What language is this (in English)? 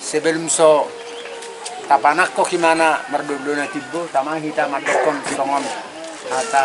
Batak Toba